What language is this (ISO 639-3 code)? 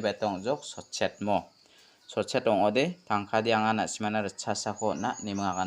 grt